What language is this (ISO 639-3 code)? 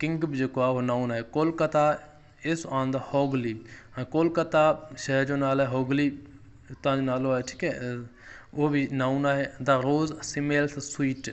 snd